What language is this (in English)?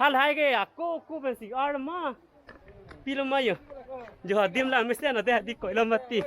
Karbi